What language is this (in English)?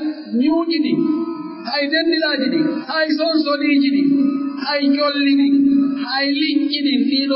Pular